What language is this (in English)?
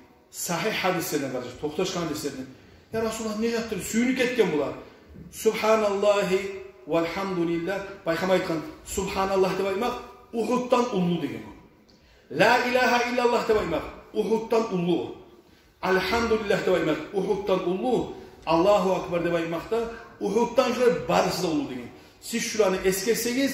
Kumyk